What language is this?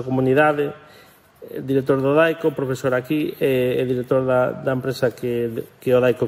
Galician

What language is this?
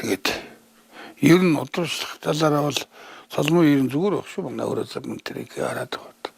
Mongolian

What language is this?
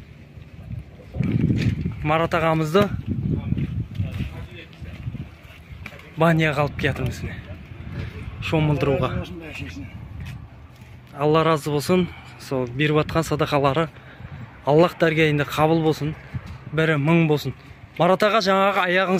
Kazakh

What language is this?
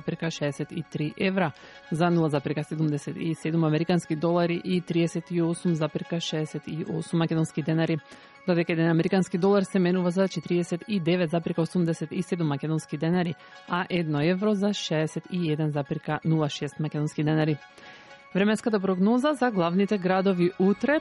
Macedonian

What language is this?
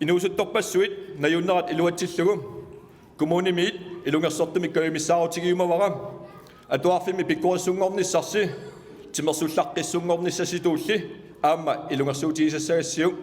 Kalaallisut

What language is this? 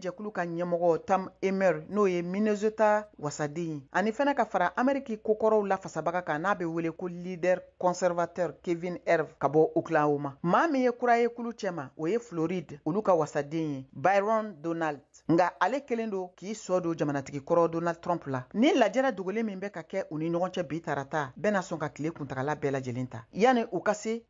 Bambara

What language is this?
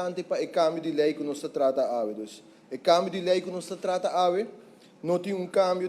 Papiamento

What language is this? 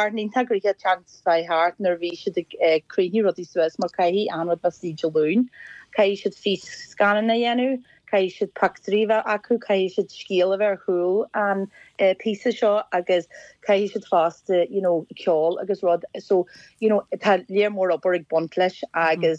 Irish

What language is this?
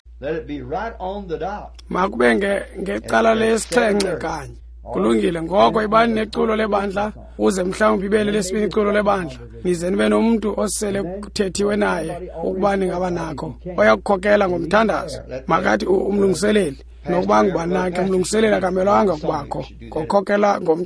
Xhosa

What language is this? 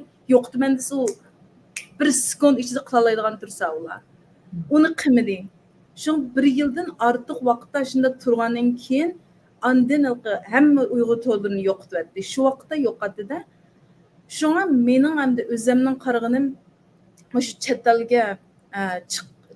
Uyghur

